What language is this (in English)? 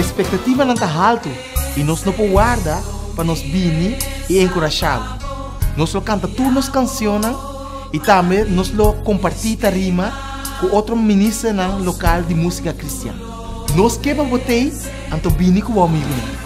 Papiamento